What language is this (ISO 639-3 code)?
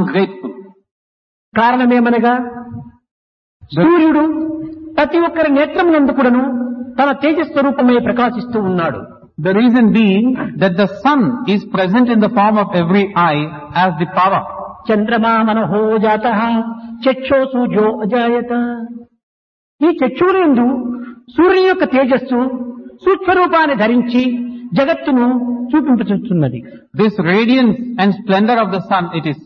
tel